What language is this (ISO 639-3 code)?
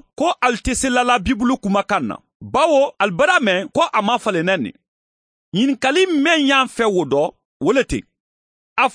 man